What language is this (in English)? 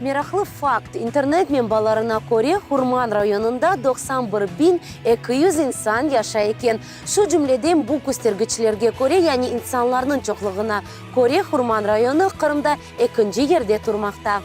Crimean Tatar